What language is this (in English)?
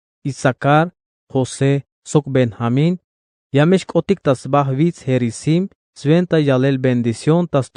Tzeltal